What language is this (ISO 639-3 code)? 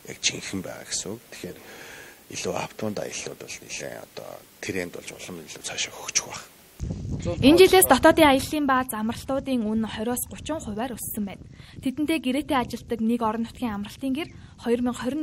mon